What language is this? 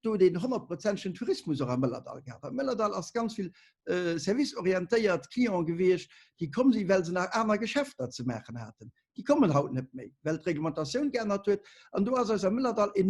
Luxembourgish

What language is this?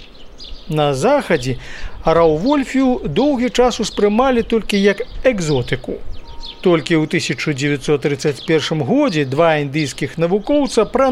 Belarusian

